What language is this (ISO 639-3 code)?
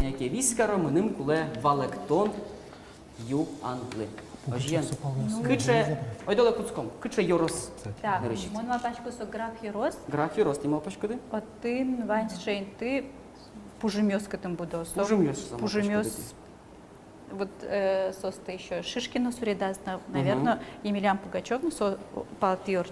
udm